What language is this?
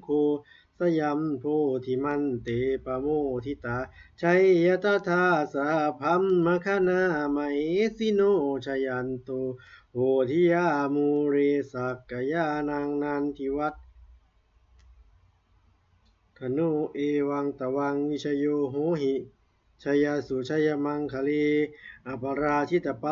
Pali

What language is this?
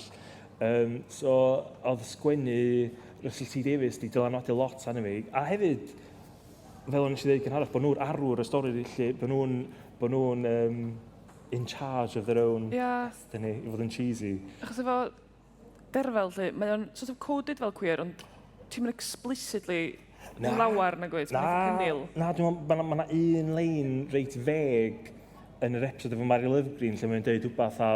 Welsh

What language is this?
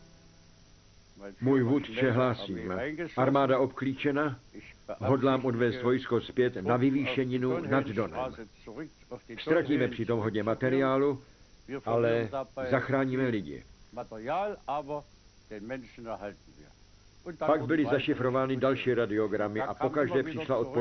Czech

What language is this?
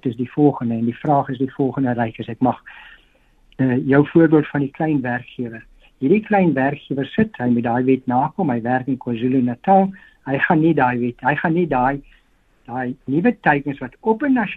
Afrikaans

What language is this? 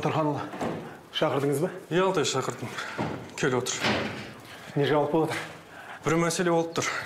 Kazakh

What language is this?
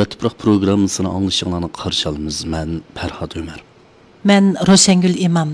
Uyghur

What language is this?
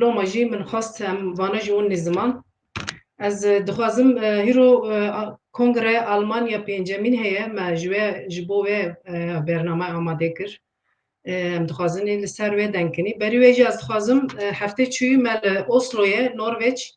Kurdish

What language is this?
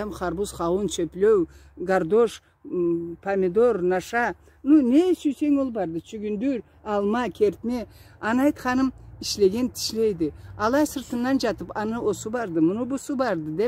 Karachay-Balkar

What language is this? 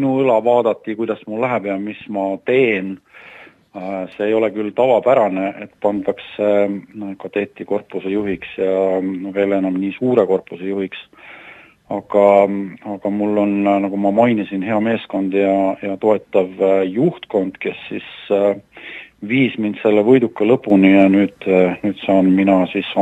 Estonian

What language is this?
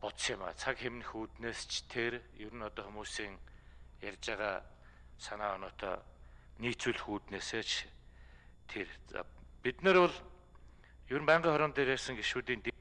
Mongolian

